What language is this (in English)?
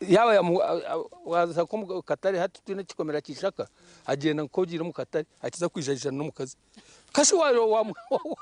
Nyankole